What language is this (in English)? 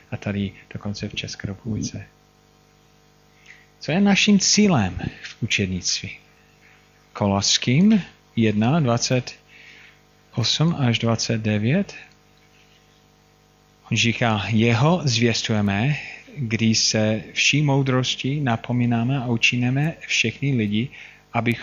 Czech